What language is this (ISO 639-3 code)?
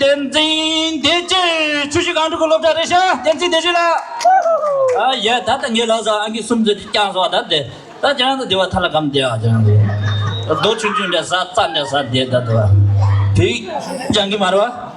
bod